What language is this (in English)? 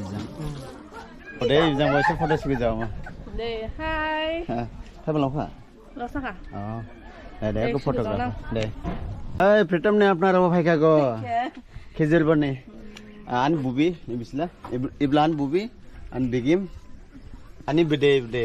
Dimasa